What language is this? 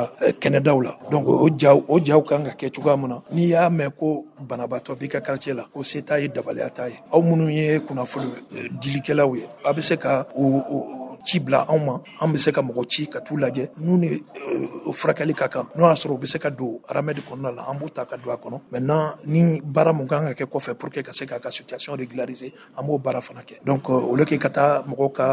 Bambara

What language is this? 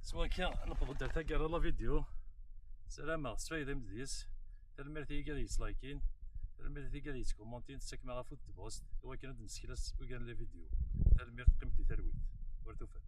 Kabyle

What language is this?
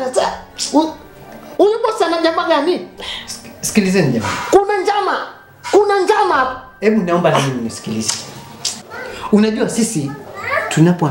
Swahili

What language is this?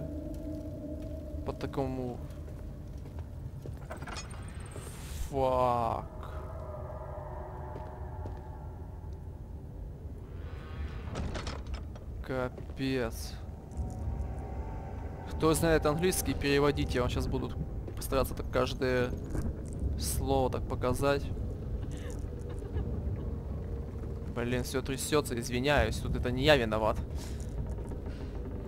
Russian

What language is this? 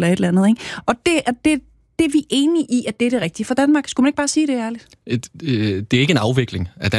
Danish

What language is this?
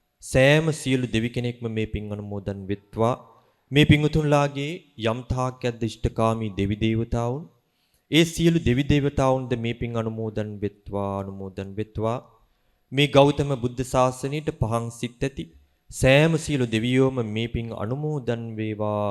Sinhala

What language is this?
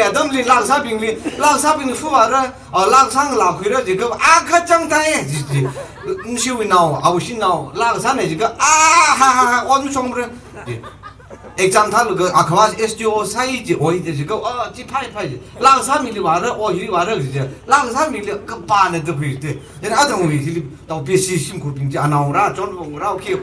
Tangkhul Naga (India)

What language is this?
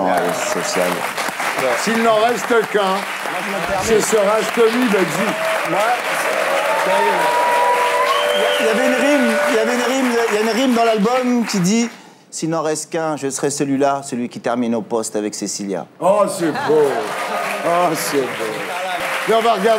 French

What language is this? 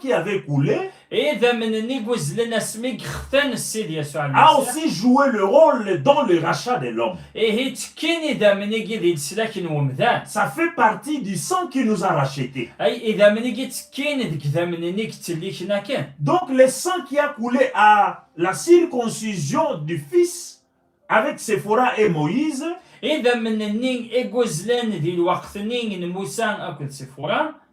Kabyle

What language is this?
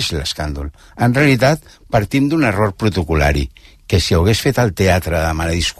Catalan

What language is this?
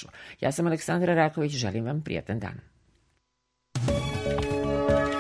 Serbian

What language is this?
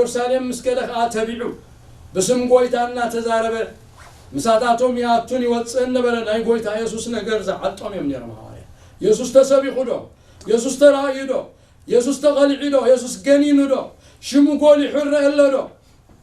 Tigrinya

